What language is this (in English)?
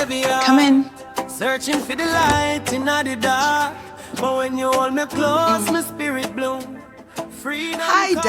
Jamaican Creole English